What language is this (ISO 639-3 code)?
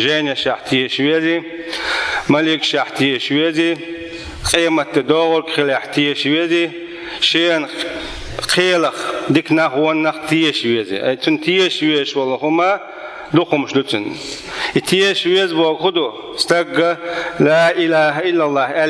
che